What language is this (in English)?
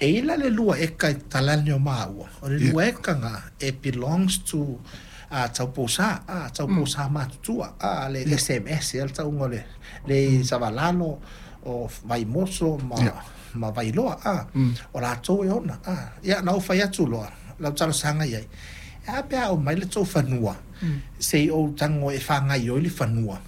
Samoan